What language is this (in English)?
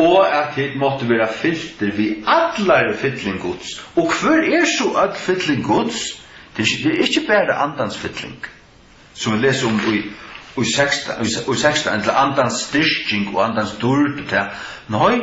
Faroese